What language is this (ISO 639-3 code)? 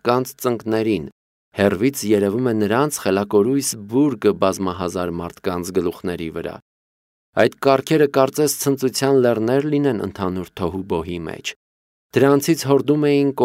hye